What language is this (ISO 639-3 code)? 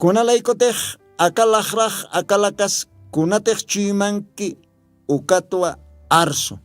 aym